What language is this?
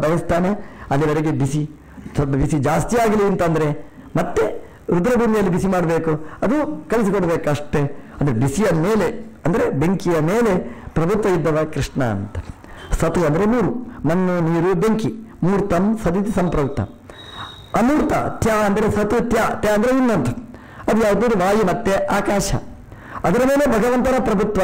Kannada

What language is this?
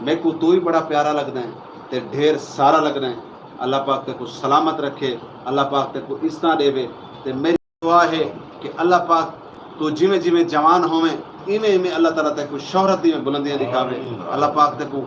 Saraiki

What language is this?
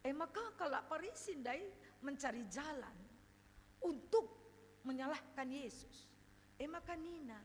Batak Karo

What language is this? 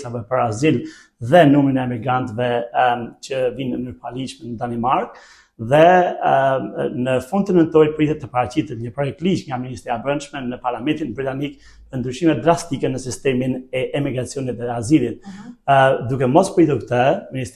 Albanian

